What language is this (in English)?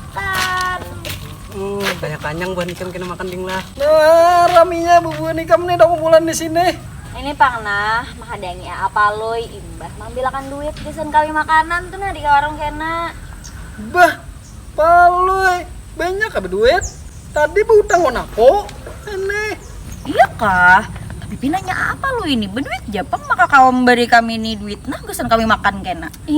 Banjar